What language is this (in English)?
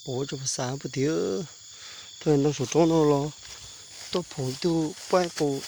Hmong